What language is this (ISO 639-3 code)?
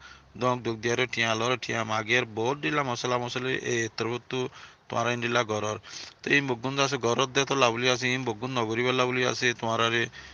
rhg